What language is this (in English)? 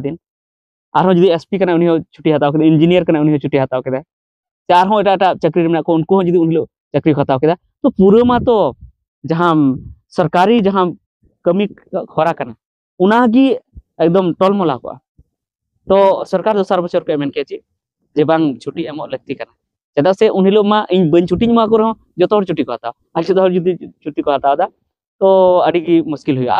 Santali